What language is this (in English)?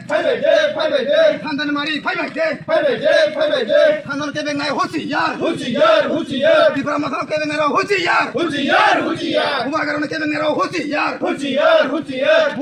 Kok Borok